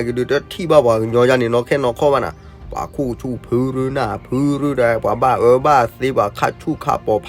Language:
S'gaw Karen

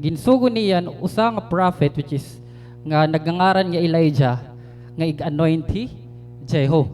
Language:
Waray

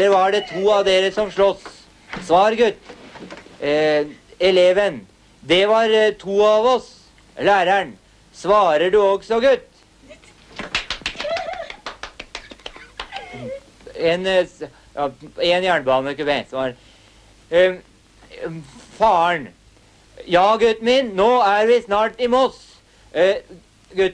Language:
Norwegian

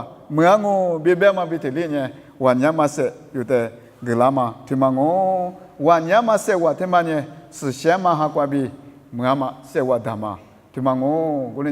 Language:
Lisu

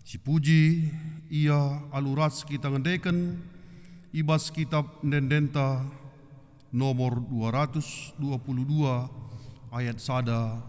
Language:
Batak Karo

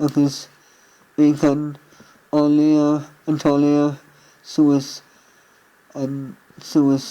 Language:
Irish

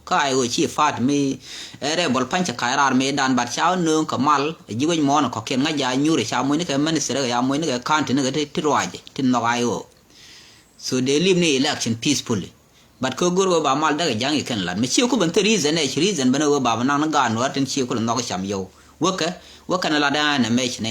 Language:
Nuer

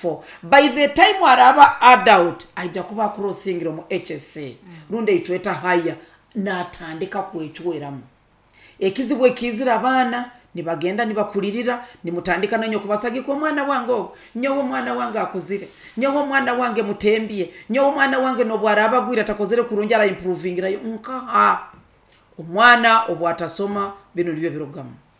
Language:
Nyoro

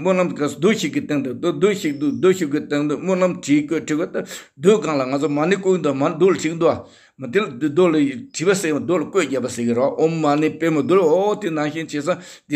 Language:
Tibetan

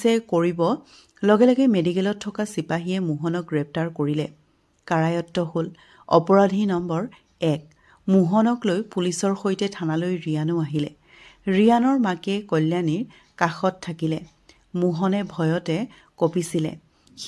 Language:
Assamese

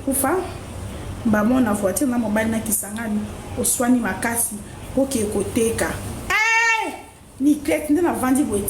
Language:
Lingala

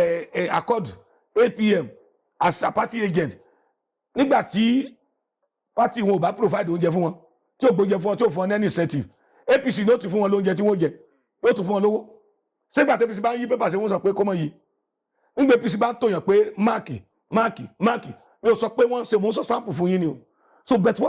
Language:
Yoruba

